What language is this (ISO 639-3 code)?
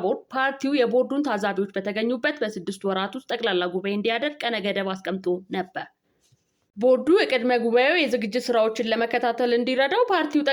amh